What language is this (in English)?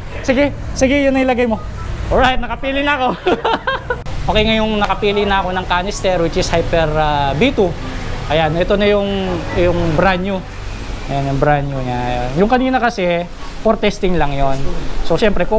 Filipino